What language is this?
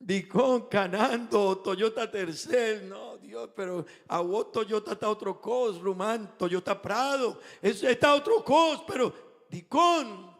Papiamento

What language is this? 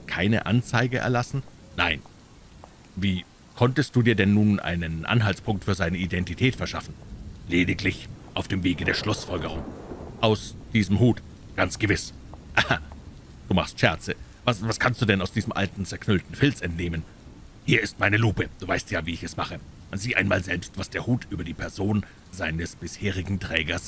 German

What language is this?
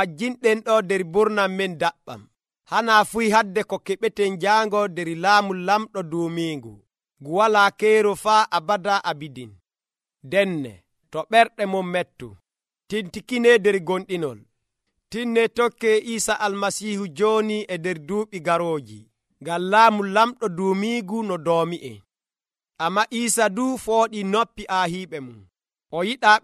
Nigerian Fulfulde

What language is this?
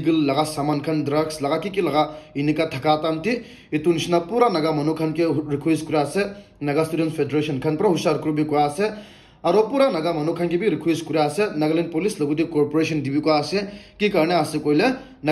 Naga Pidgin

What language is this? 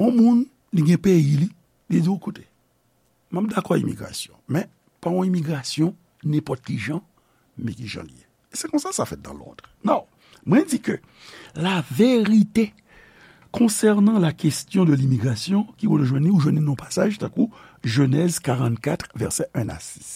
Haitian Creole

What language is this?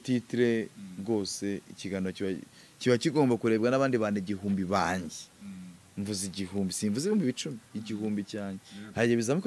Kinyarwanda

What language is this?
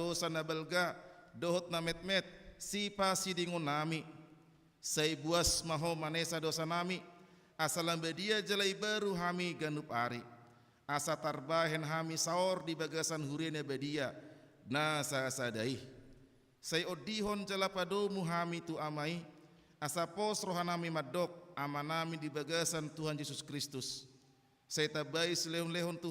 Batak Toba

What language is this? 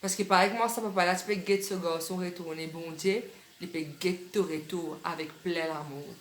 Morisyen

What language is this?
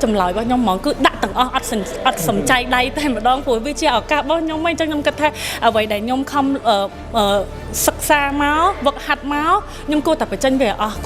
Khmer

